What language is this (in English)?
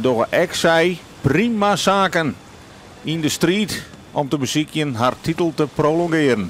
Western Frisian